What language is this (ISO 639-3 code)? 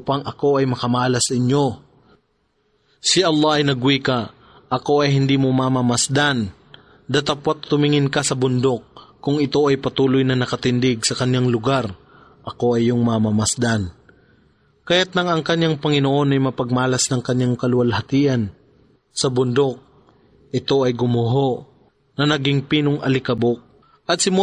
fil